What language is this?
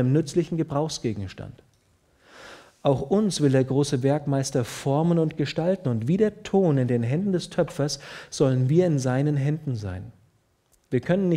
German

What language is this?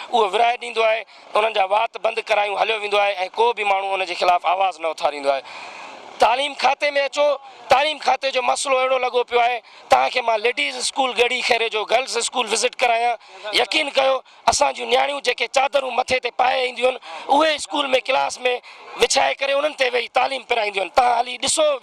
Sindhi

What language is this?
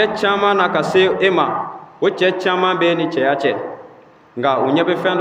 Bambara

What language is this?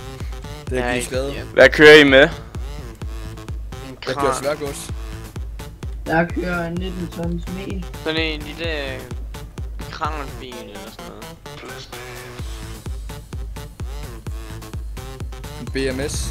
Danish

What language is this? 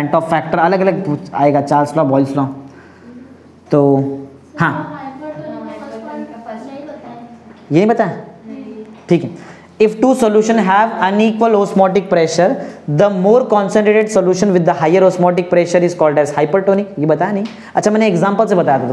Hindi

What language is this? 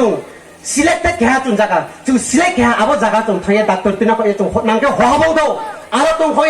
Riang (India)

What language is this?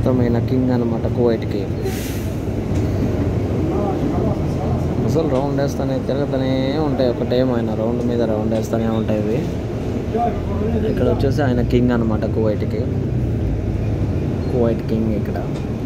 Telugu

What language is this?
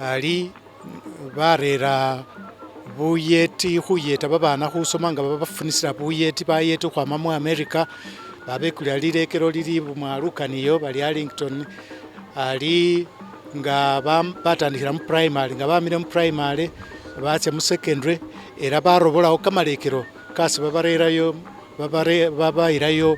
Masaaba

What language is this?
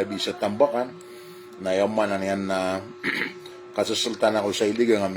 Maranao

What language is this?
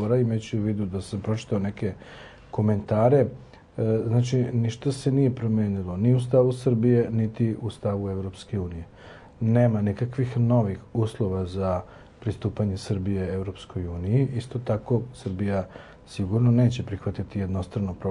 Serbian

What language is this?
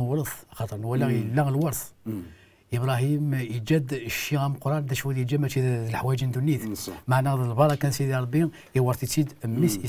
Kabyle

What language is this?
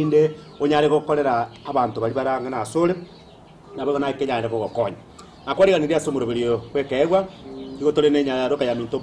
Gusii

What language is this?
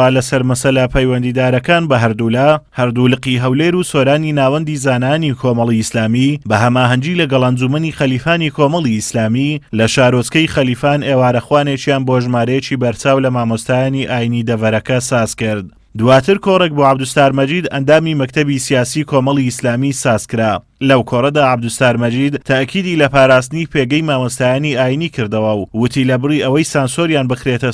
Central Kurdish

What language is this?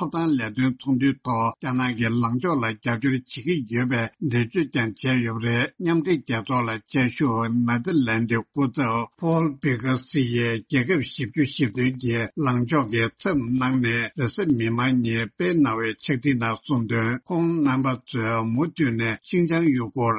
Tibetan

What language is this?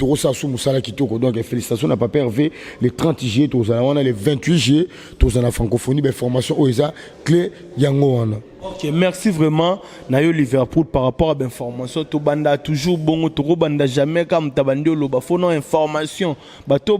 Lingala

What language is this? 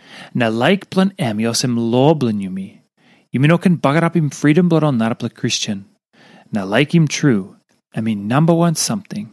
Tok Pisin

